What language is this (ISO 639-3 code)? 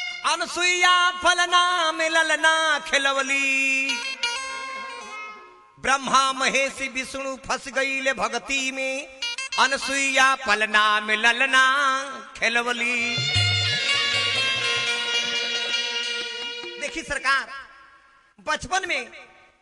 bho